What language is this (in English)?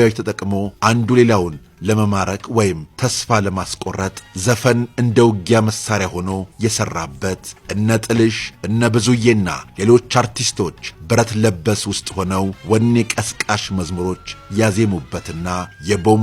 Amharic